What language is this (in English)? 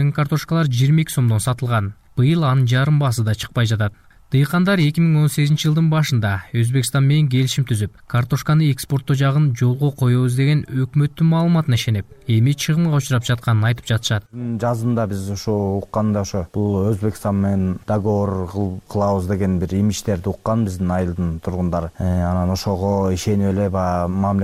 Kyrgyz